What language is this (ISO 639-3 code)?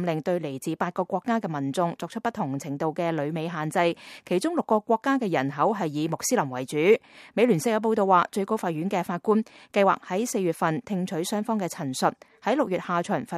yue